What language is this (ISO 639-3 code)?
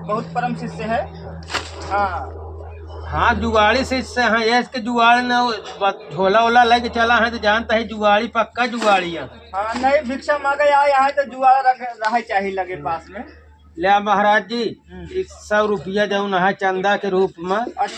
awa